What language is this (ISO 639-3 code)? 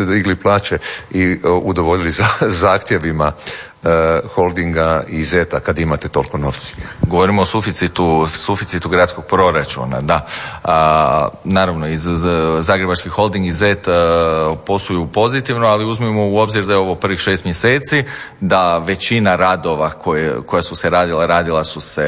hrv